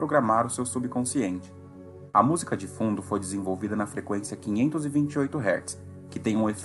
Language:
Portuguese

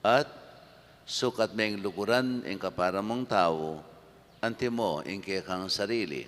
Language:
Pampanga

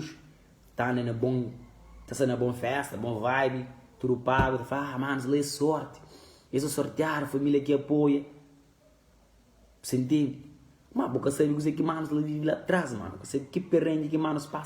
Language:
Kabuverdianu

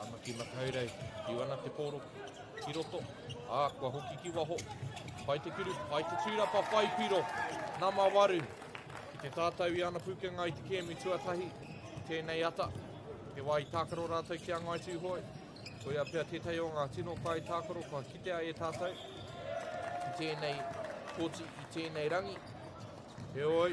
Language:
Māori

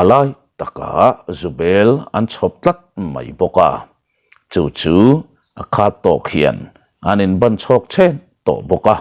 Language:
Mizo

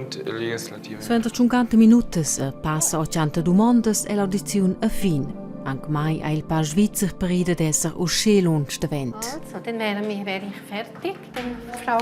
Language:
Romansh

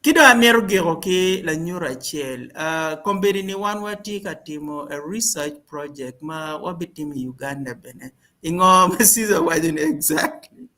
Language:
Acoli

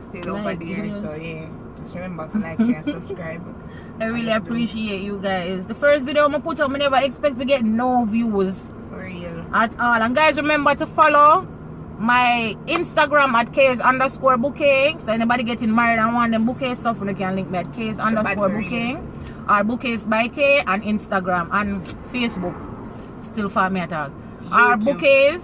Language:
Jamaican Creole English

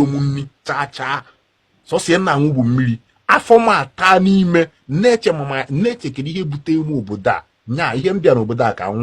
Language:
Igbo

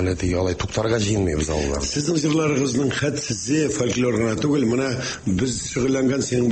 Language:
Tatar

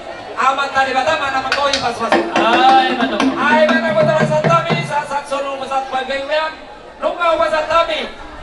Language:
Batak Toba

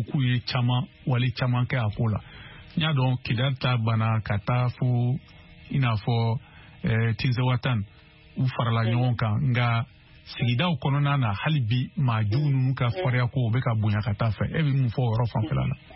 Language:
Bambara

